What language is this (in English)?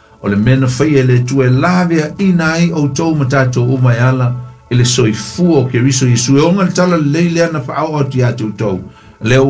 Samoan